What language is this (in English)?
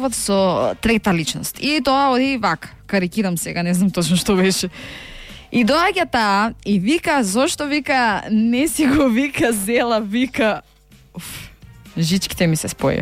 Macedonian